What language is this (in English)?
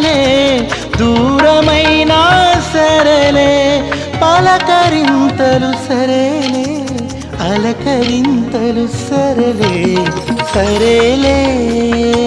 Telugu